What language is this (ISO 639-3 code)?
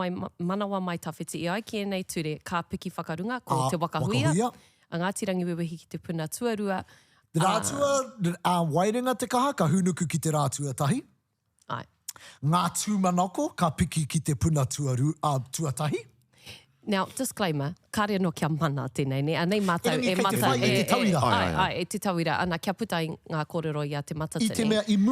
mri